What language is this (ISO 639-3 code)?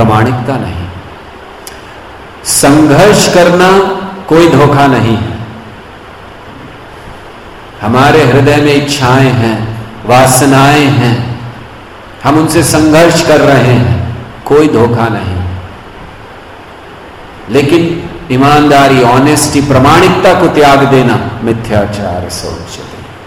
hin